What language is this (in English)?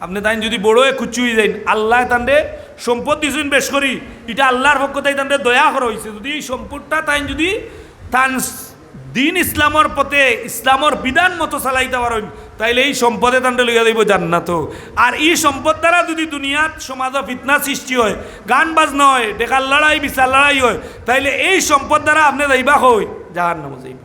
Sylheti